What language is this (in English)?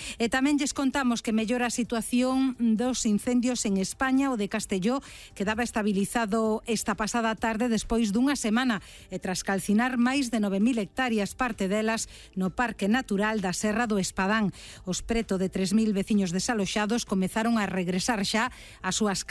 Galician